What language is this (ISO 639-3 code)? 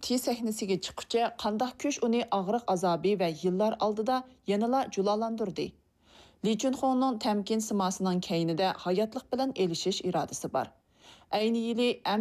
uig